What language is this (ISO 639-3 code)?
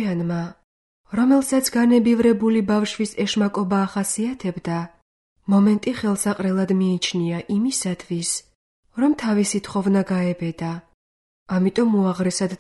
kat